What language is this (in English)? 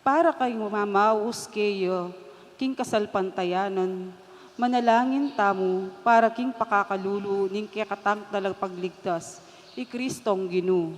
Pampanga